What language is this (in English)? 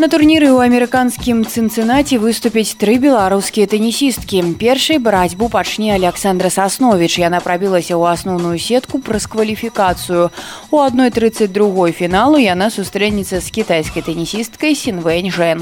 Belarusian